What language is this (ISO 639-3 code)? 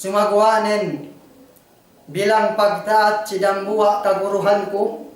yka